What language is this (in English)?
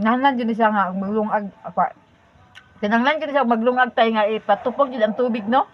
Cebuano